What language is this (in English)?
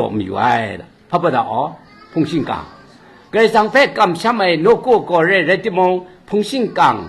Kachin